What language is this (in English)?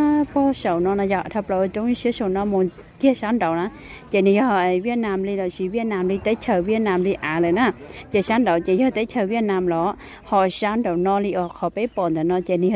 Hmong